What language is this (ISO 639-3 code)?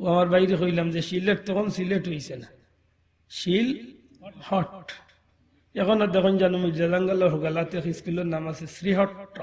syl